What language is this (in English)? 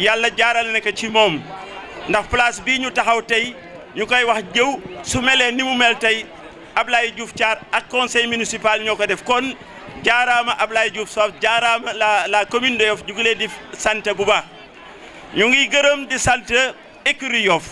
Wolof